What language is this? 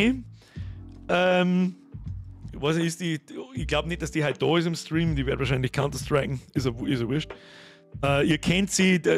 Bavarian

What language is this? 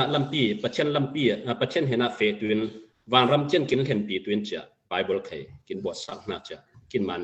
Falam Chin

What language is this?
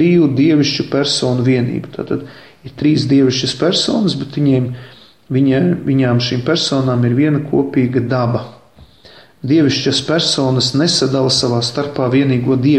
Latvian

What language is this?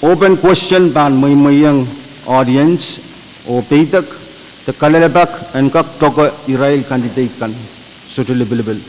Pohnpeian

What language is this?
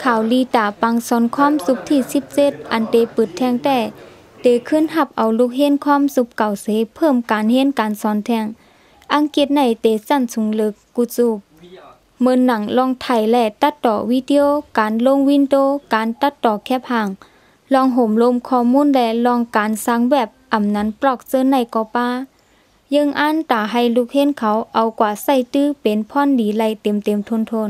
Shan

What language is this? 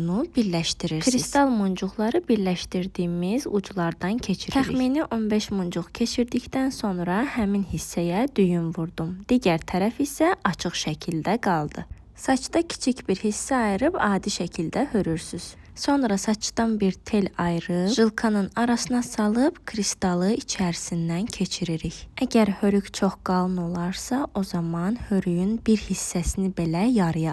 Azerbaijani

